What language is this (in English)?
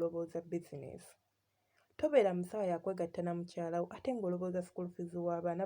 Ganda